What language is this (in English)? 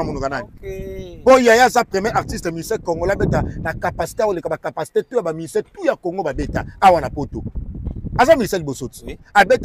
Lingala